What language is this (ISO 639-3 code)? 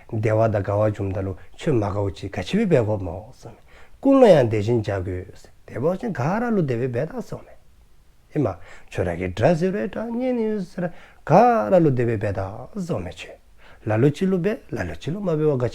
dzo